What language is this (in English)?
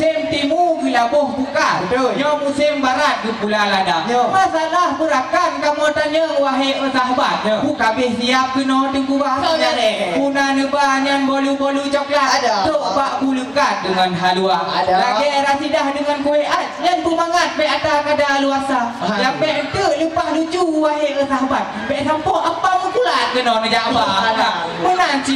Achinese